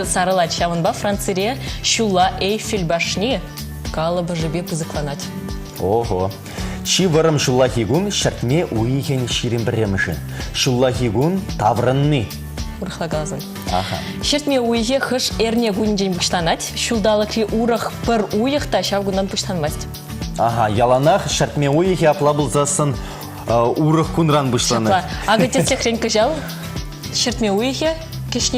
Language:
Chuvash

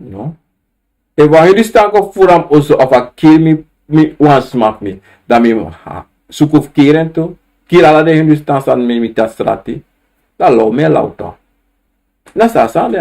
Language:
Sranan Tongo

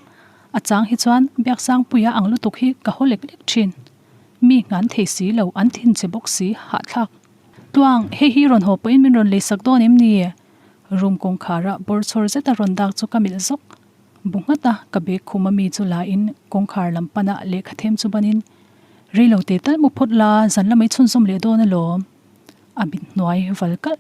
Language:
Mizo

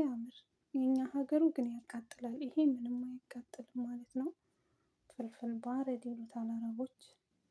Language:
Amharic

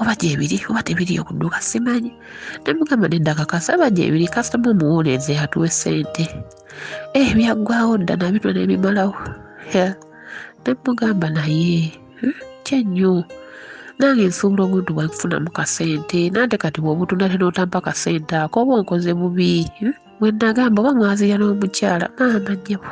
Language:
Ganda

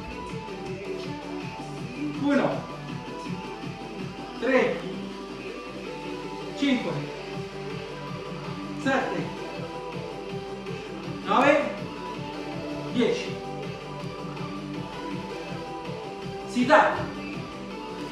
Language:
Italian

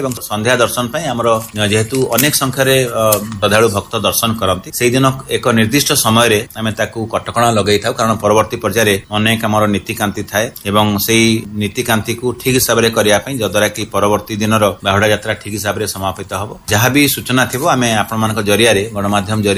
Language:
Odia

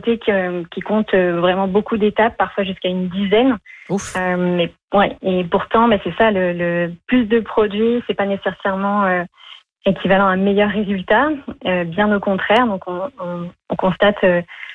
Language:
French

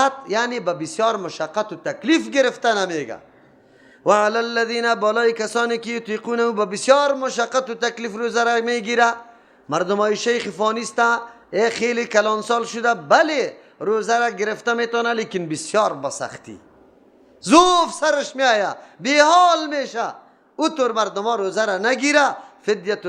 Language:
Persian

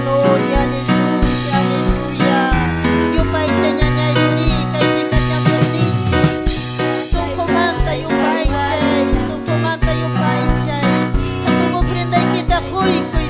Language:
Ayacucho Quechua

